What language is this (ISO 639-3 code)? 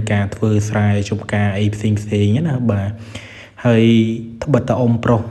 khm